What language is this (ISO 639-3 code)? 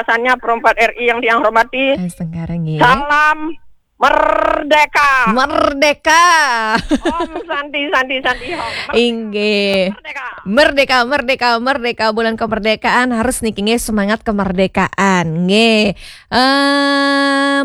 ban